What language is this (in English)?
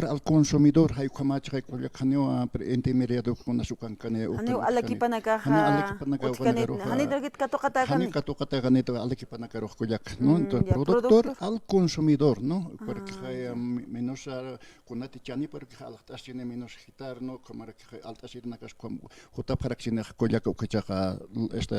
Aymara